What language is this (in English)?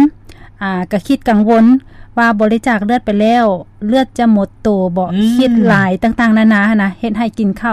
Lao